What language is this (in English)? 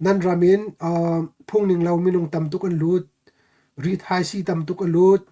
Hakha Chin